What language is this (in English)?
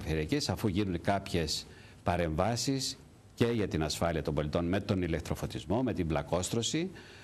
Greek